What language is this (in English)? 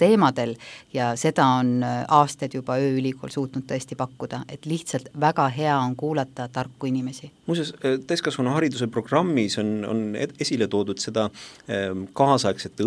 Estonian